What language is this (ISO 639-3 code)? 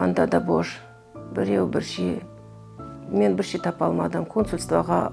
crh